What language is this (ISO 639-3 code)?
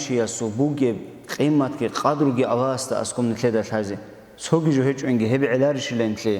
ava